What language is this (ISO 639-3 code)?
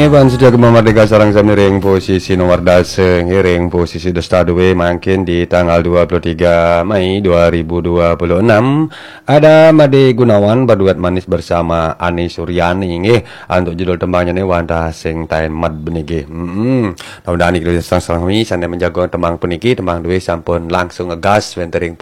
ban